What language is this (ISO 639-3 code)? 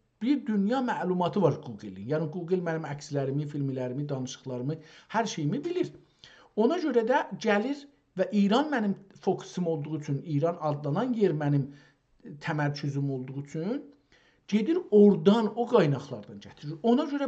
azb